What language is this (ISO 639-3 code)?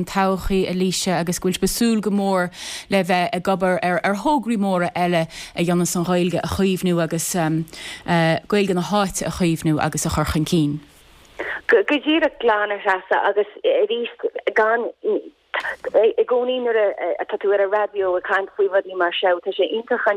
gle